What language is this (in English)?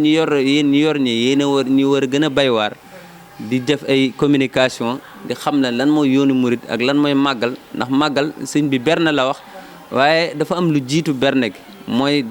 Wolof